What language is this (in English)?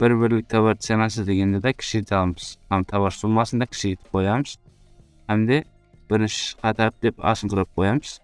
Kara-Kalpak